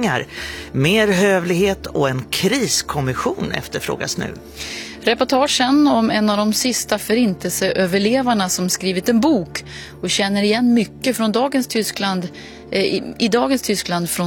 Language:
Swedish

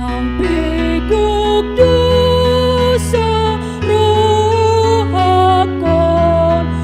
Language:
Batak Toba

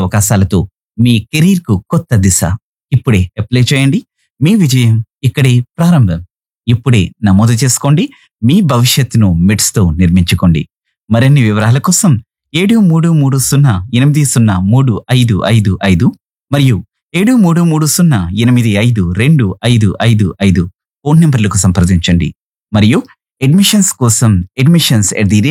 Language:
Telugu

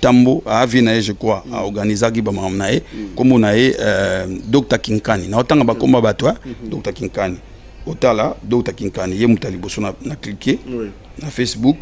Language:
Lingala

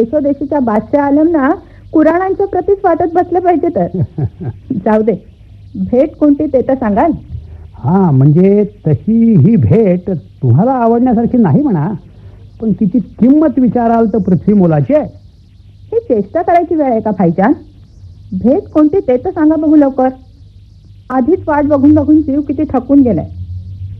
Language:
Marathi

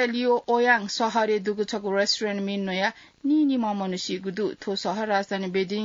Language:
Newari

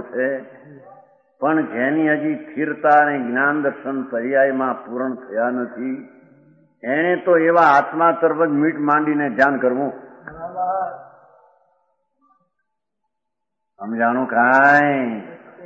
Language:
Gujarati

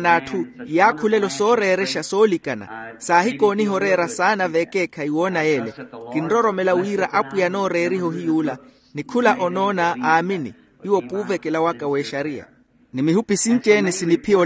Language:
Makhuwa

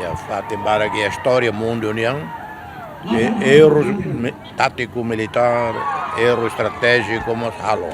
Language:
Tetum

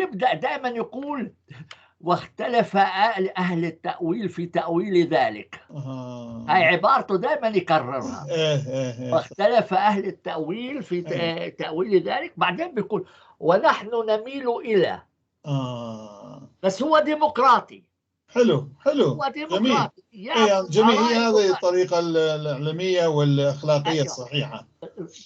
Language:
North Levantine Arabic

